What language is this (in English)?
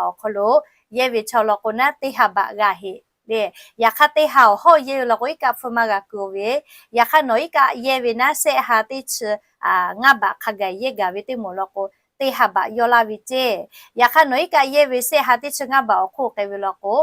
Lahu